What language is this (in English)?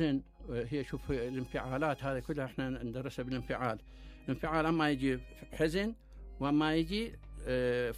Mesopotamian Arabic